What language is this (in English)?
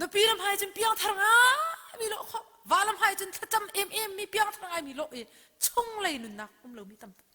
Hakha Chin